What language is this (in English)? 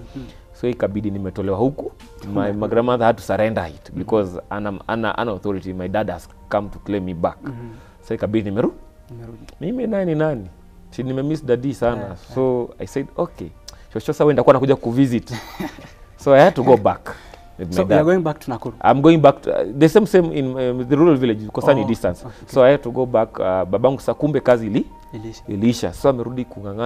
Swahili